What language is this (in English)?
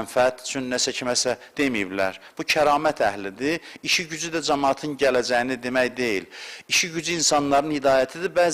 Azerbaijani